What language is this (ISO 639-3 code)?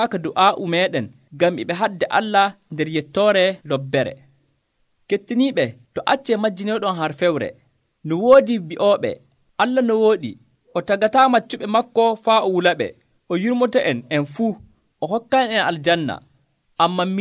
fuv